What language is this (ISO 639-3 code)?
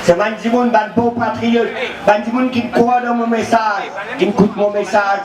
mfe